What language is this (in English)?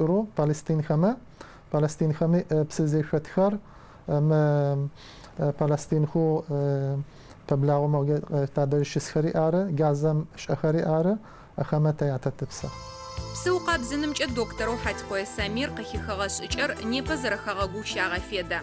Adyghe